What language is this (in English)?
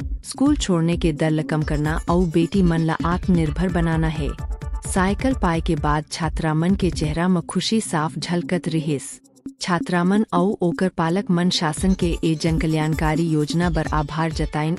Chhattisgarhi